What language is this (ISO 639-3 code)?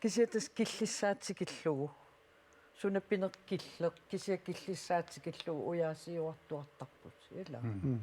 kal